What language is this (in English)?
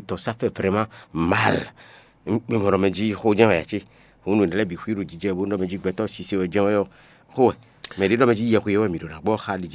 Fon